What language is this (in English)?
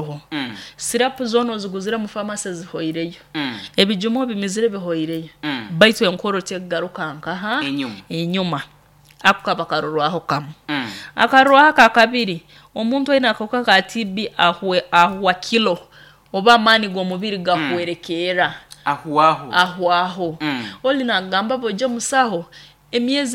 Nyoro